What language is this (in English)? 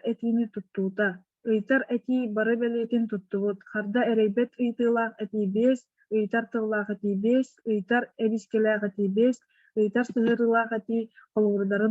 Yakut